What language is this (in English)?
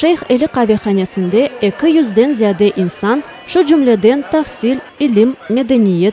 Crimean Tatar